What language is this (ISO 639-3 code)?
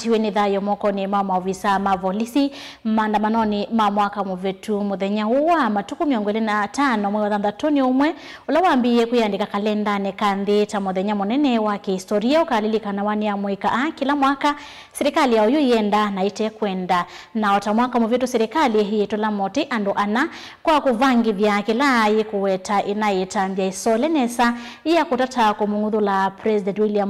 kam